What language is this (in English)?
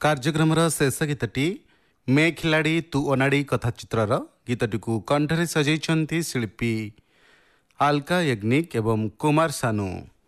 Odia